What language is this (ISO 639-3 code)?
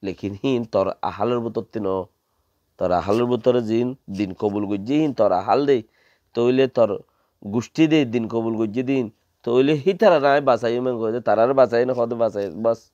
rhg